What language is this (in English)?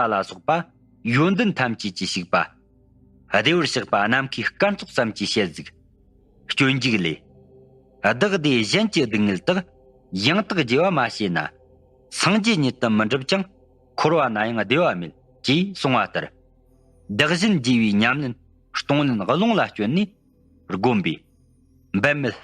Tibetan